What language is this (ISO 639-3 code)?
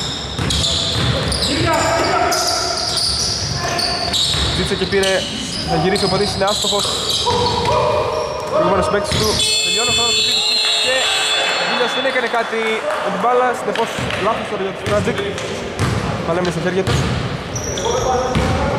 ell